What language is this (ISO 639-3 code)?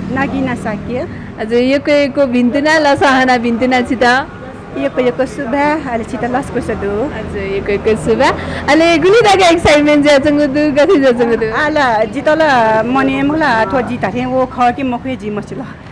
new